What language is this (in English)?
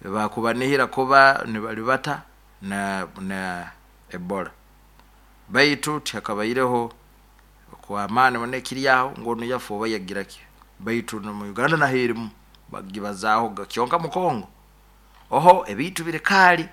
Nyoro